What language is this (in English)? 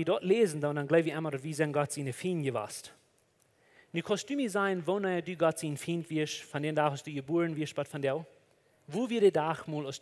Plautdietsch